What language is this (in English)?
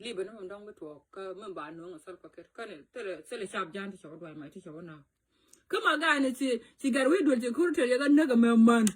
Nuer